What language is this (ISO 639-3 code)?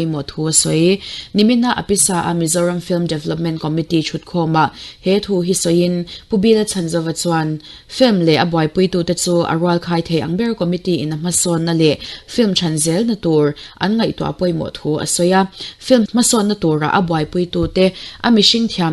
lus